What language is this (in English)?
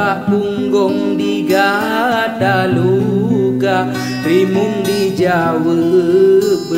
Achinese